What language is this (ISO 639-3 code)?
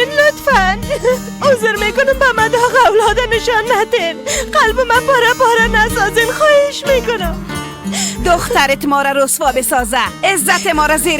fas